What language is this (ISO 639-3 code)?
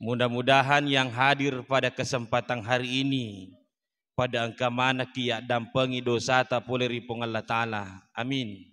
bug